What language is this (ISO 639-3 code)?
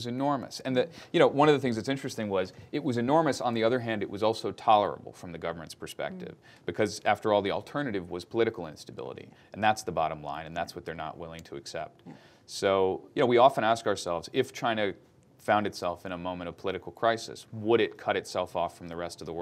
eng